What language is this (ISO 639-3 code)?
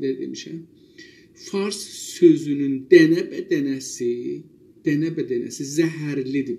azb